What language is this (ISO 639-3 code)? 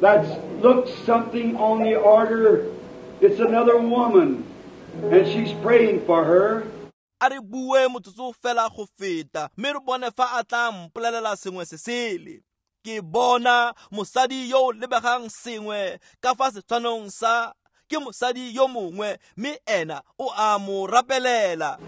tsn